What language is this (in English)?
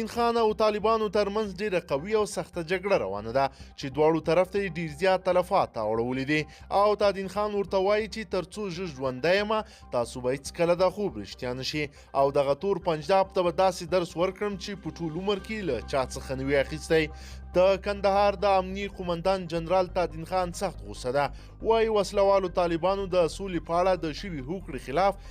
Pashto